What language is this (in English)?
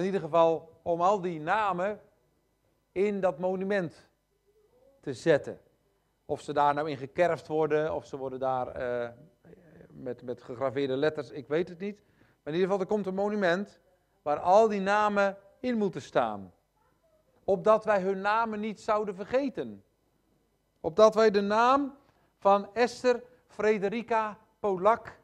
Dutch